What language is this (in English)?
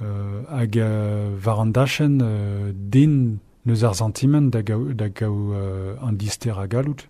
Breton